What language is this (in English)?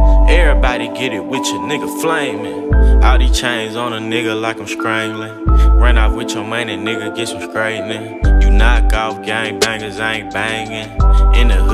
English